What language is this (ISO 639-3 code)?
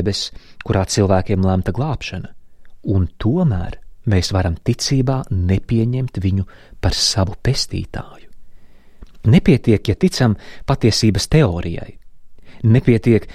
lav